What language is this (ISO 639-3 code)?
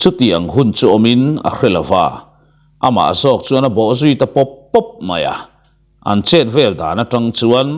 lus